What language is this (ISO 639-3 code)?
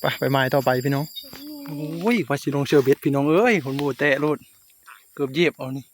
tts